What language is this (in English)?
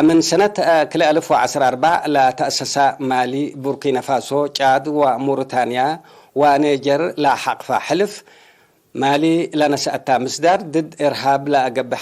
Tigre